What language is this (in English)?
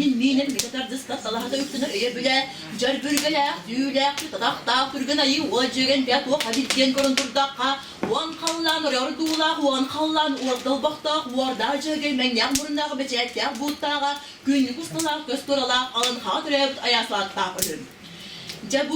Yakut